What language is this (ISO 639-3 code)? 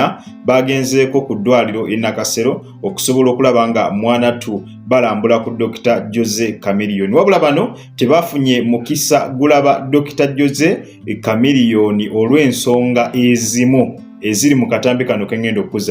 lug